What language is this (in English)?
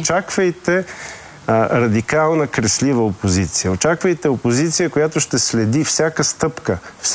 Bulgarian